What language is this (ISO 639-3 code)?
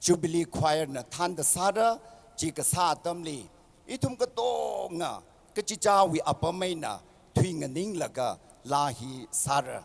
nmf